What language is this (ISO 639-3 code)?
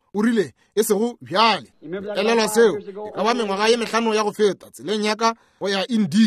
nso